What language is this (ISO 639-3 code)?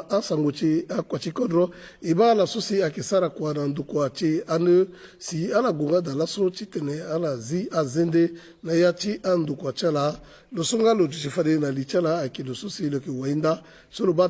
sag